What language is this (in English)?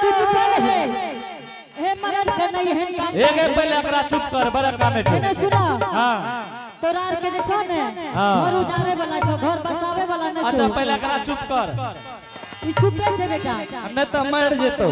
Angika